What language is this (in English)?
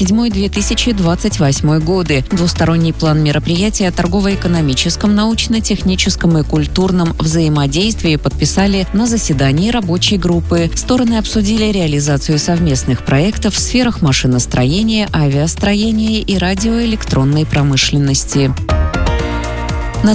Russian